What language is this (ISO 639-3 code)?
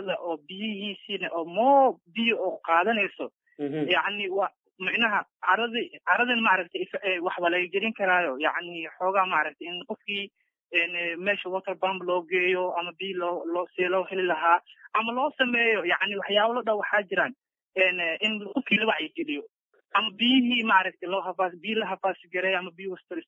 som